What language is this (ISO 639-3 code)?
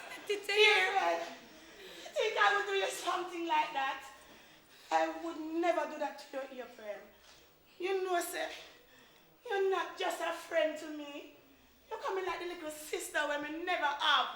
jam